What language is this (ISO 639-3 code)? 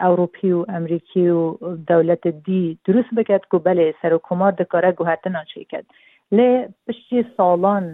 kur